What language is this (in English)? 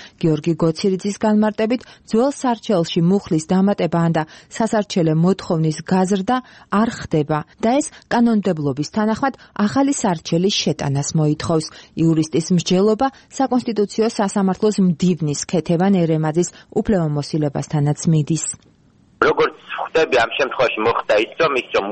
Georgian